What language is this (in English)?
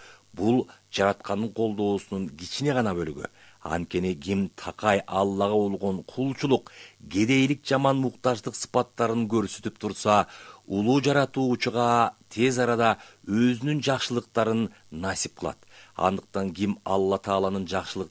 Kyrgyz